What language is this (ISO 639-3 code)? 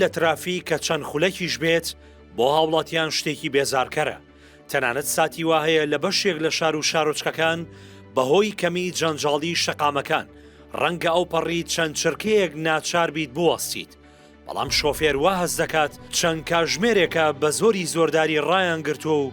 ckb